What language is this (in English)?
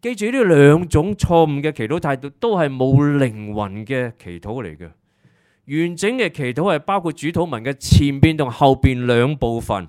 Cantonese